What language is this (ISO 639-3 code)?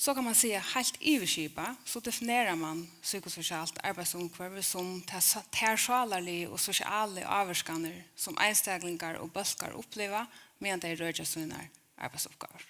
fao